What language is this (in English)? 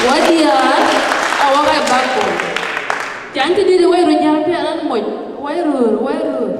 Dinka